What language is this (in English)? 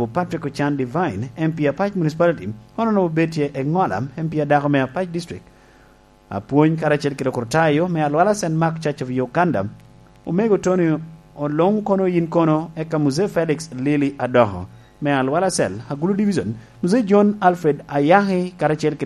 Lango (Uganda)